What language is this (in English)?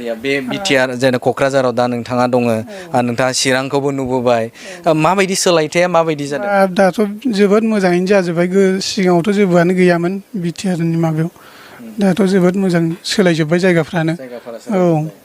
Bodo